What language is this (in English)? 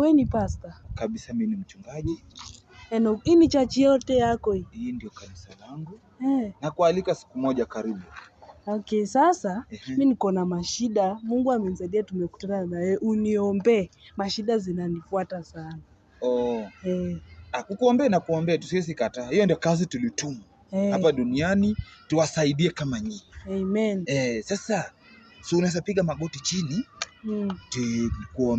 Swahili